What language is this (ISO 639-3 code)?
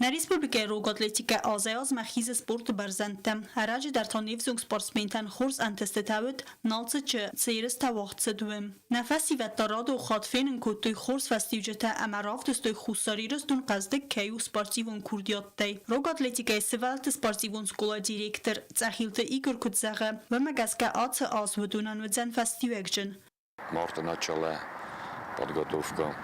oss